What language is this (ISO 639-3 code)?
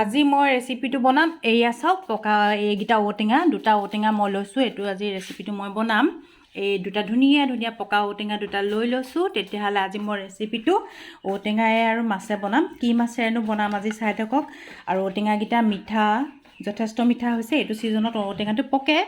asm